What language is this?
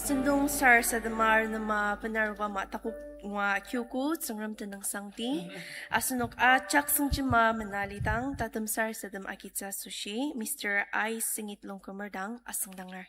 Ao Naga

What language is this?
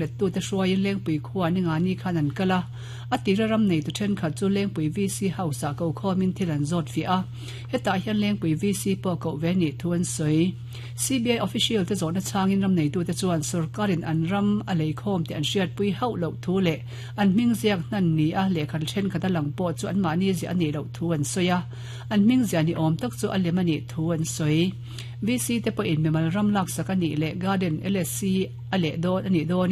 Mizo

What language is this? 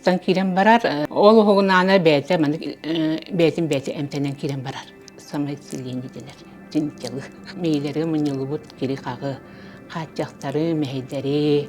Yakut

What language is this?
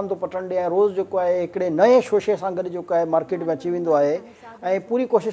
Sindhi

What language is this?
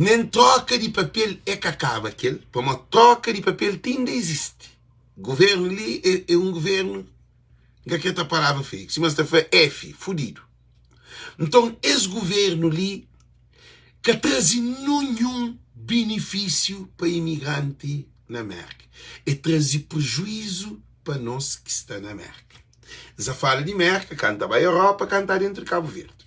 Kabuverdianu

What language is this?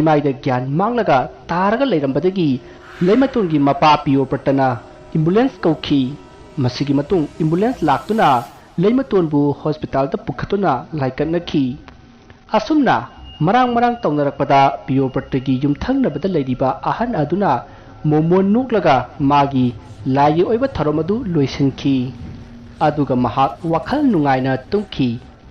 Manipuri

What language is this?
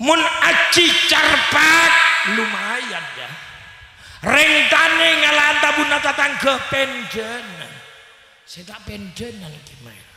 Madurese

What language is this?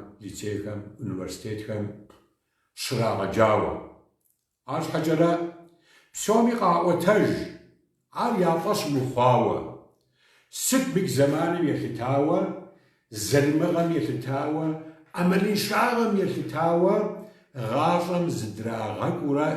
Kabardian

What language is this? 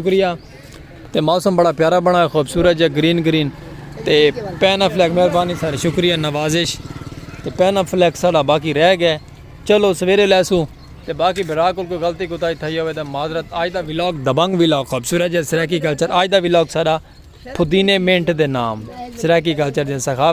Saraiki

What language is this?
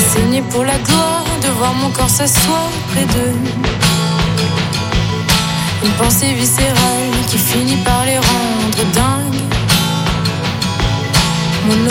French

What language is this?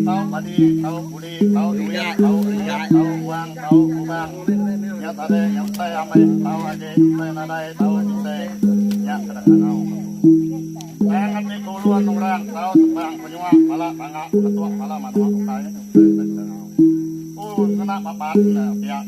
Iban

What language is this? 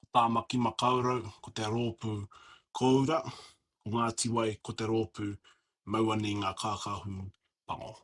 Māori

